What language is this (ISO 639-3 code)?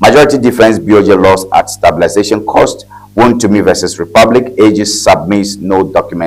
ewe